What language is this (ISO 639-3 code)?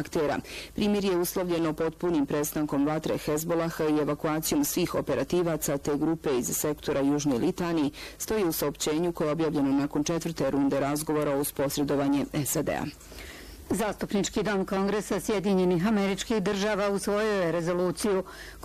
bos